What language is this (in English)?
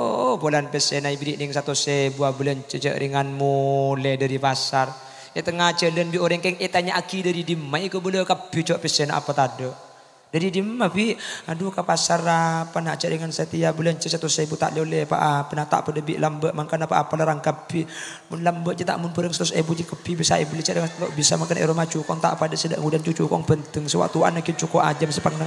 Madurese